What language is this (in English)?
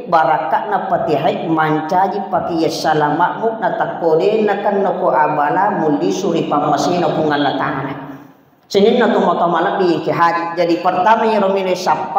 Buginese